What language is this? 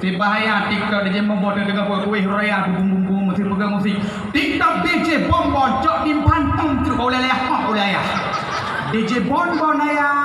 Achinese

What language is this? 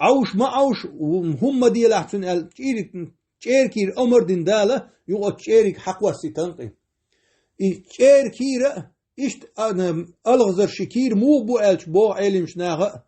Chechen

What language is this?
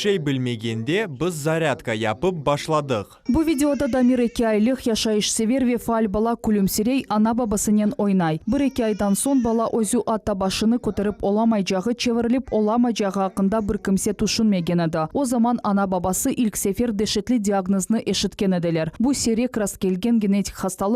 Crimean Tatar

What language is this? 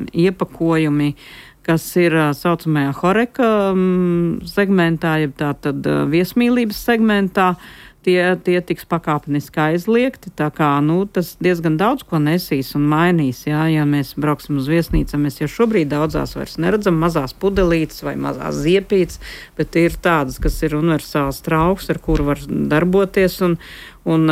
Latvian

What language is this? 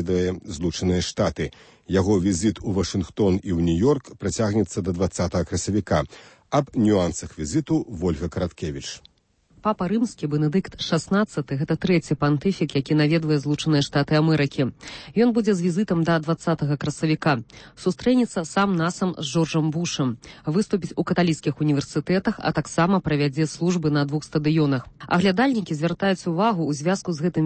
Belarusian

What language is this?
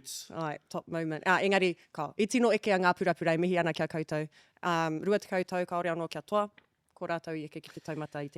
Māori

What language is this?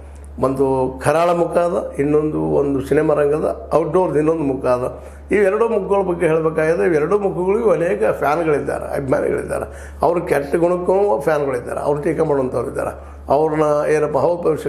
Kannada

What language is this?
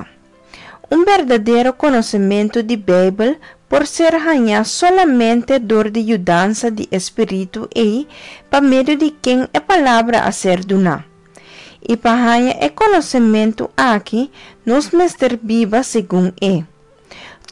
Papiamento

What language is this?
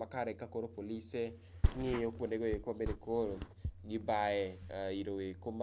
Luo (Kenya and Tanzania)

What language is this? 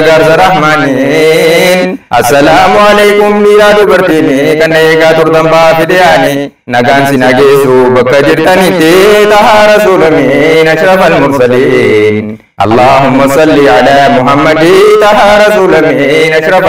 Oromo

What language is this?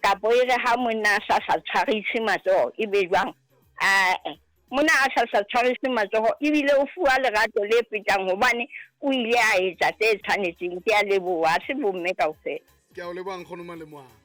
Southern Sotho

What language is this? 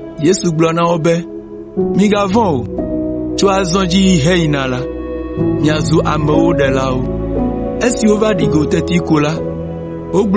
Ewe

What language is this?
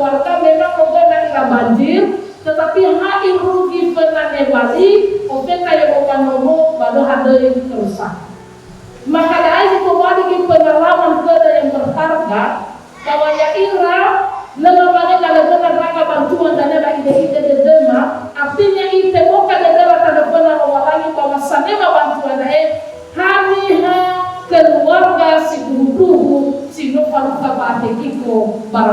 Nias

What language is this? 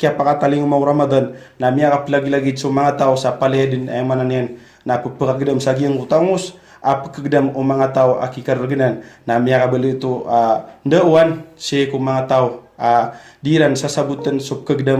Maranao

